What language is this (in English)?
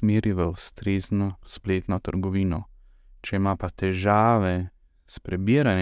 Slovenian